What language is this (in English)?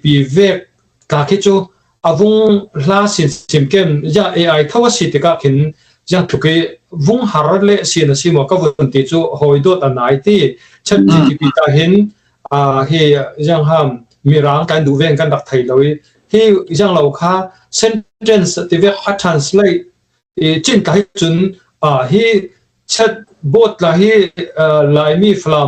Falam Chin